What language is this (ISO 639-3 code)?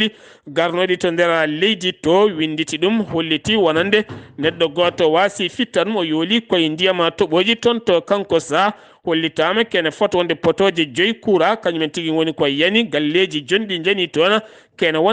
ful